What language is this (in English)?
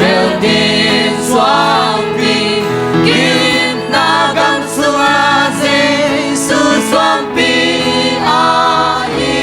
Tedim Chin